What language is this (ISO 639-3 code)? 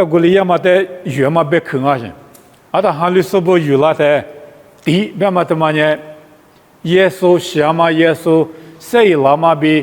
lis